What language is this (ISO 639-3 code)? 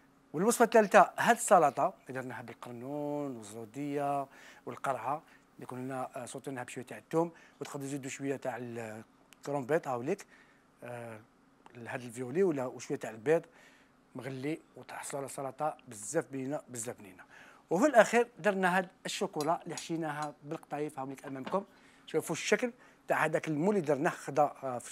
arq